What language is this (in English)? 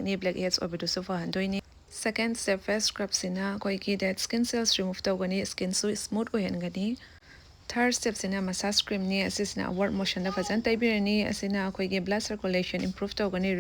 Manipuri